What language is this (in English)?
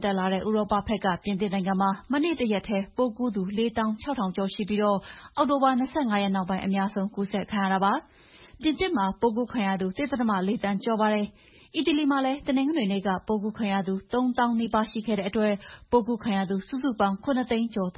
Burmese